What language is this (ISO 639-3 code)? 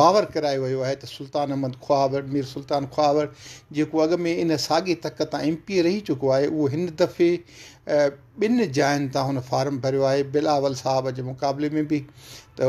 snd